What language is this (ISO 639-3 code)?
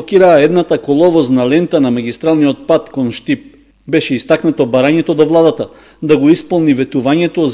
mkd